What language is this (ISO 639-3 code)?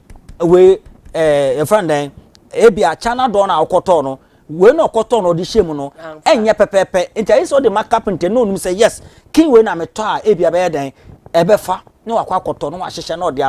aka